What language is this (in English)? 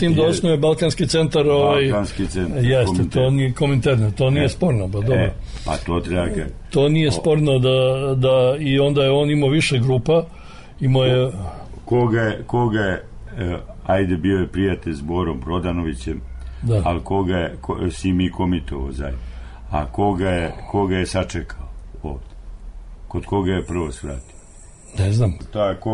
Serbian